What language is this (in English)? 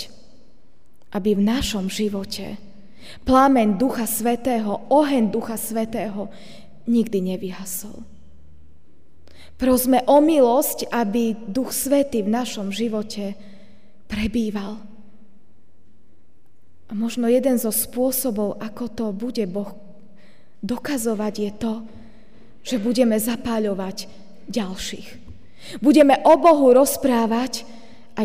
Slovak